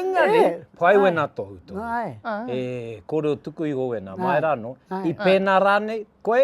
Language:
Māori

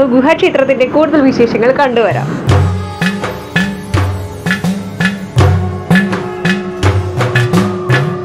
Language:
Malayalam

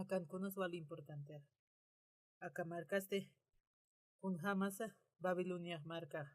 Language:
Aymara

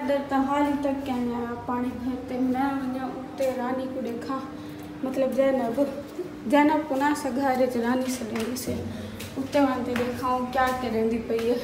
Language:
Saraiki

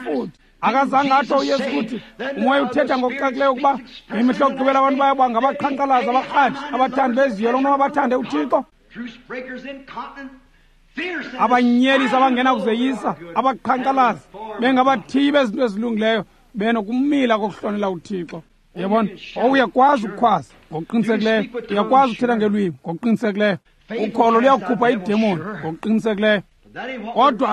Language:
Xhosa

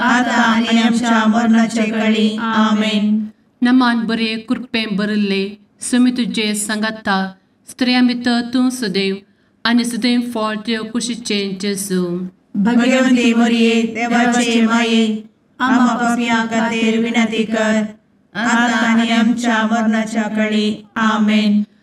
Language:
Konkani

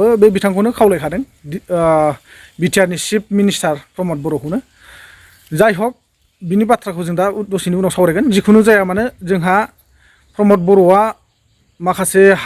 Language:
Bodo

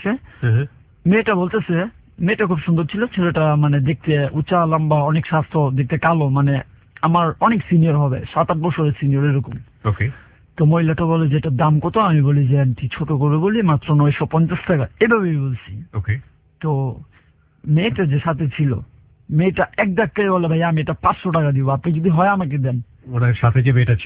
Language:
Bangla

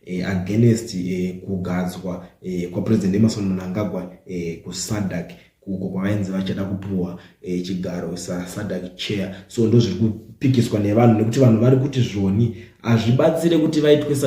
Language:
Shona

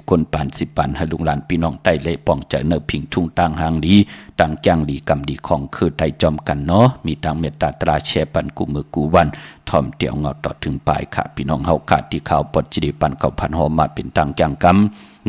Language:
Shan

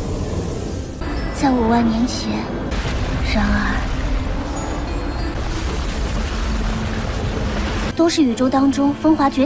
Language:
Chinese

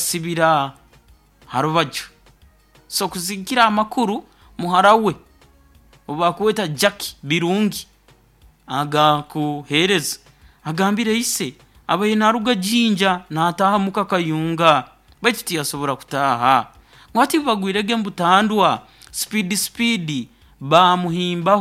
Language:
Nyoro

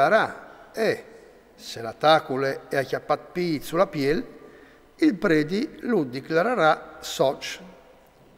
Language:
Friulian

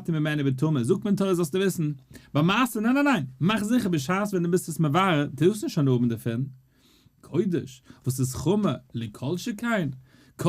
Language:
Yiddish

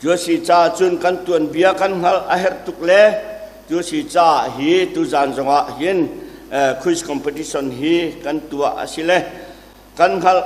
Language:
Hakha Chin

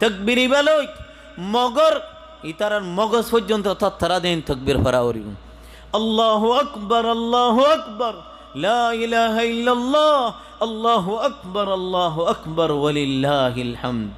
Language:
Rohingya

